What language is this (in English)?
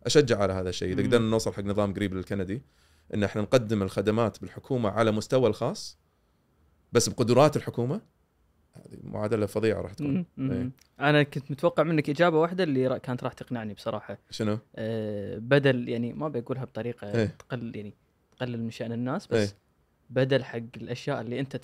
Gulf Arabic